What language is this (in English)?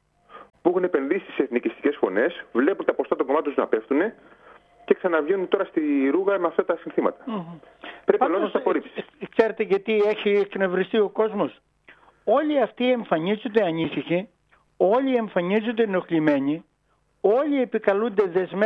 Greek